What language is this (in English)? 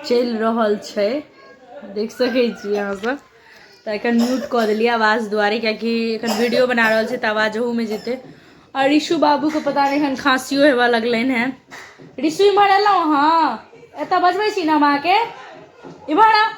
Maithili